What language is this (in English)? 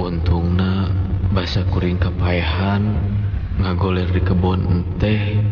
Sundanese